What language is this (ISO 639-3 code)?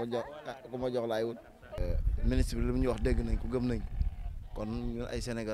wol